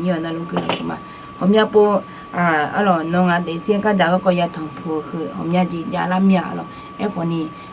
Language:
Akha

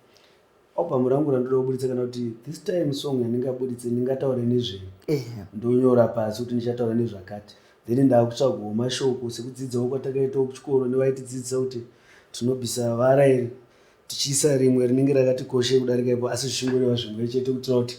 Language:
Shona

